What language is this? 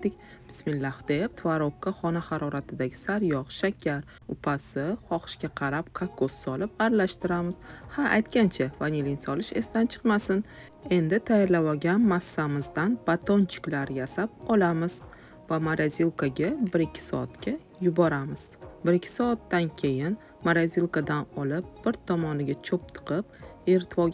Uzbek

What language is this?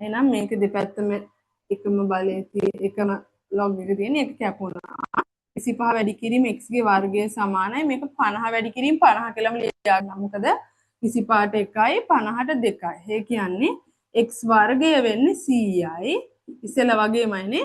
Sinhala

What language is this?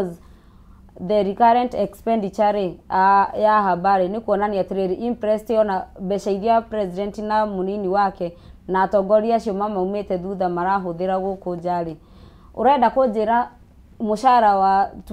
Kikuyu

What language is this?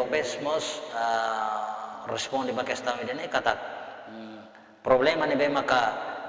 Tetum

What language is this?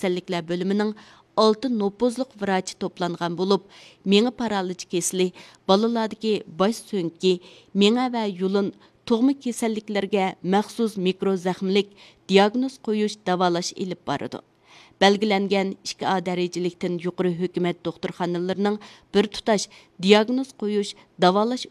Uyghur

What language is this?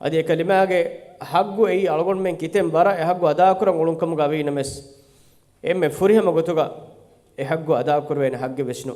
Divehi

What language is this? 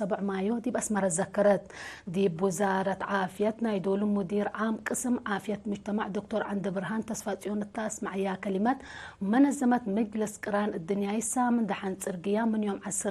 Tigre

